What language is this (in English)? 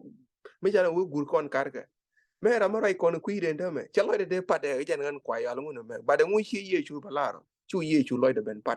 Nuer